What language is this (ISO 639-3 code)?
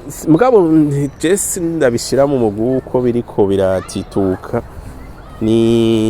run